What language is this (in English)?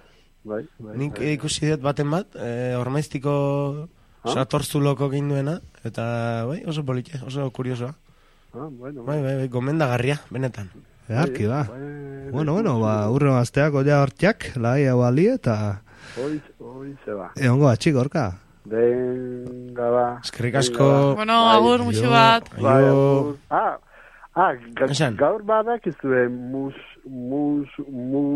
Basque